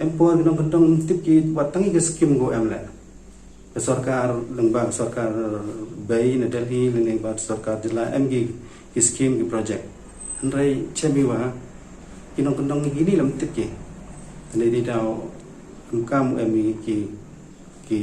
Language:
Pnar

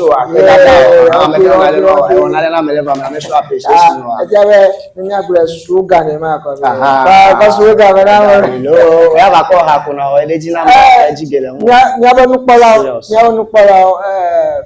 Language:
Ewe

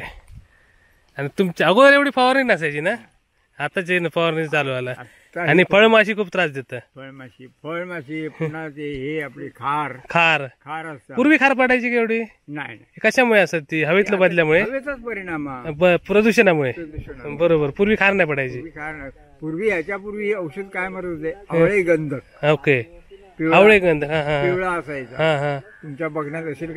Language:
Marathi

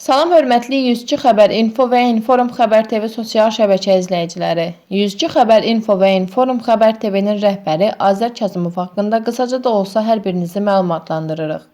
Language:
Azerbaijani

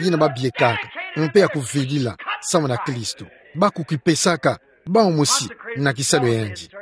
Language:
Kituba (Democratic Republic of Congo)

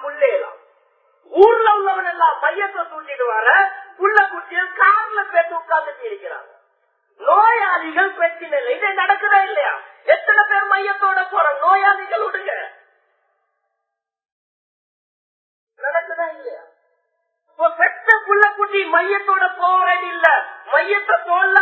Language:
Tamil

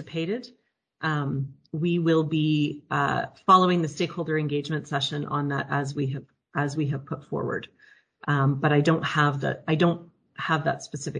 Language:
English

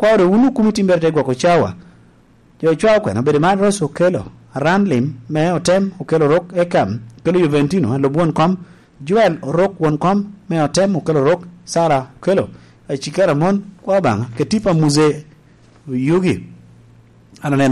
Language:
Lango (Uganda)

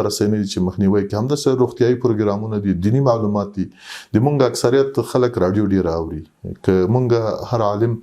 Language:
Pashto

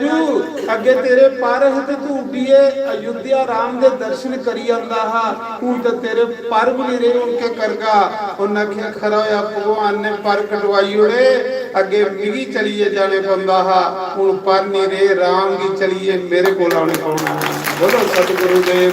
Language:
Dogri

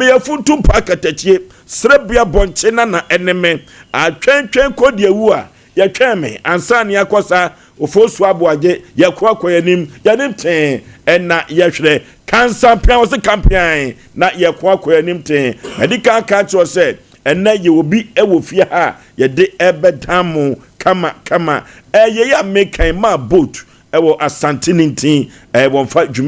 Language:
Akan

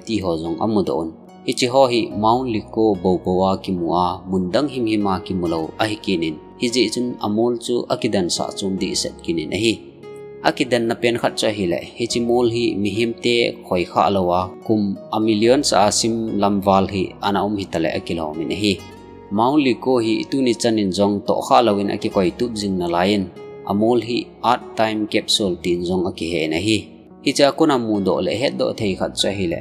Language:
Thado Chin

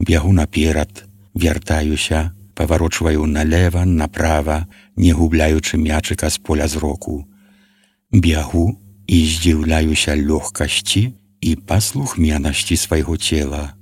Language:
Belarusian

